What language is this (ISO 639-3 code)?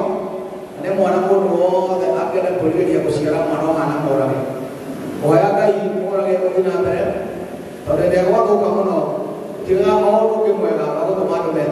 kik